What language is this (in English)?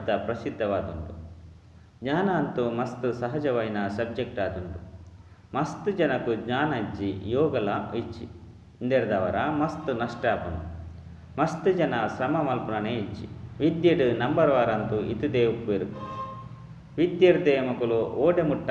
Tulu